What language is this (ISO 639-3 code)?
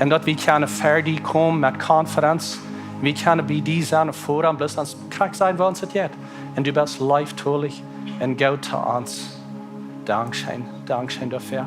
pdt